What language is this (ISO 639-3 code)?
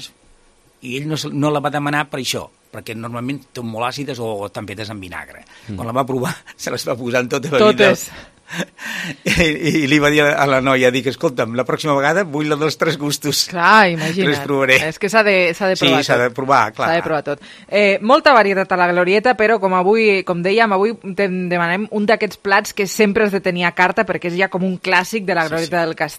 cat